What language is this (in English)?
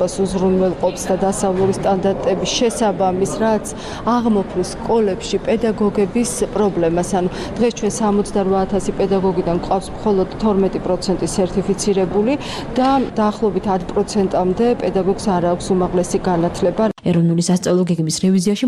Georgian